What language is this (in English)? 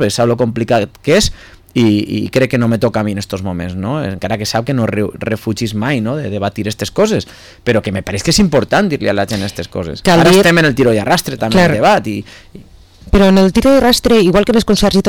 Catalan